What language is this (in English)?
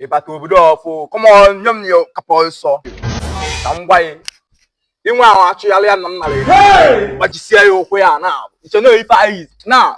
Igbo